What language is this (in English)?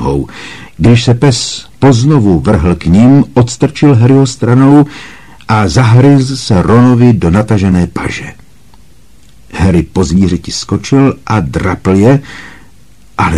Czech